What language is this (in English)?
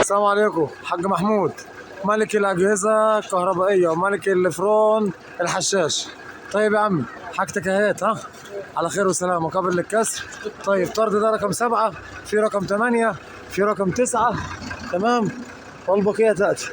Egyptian Arabic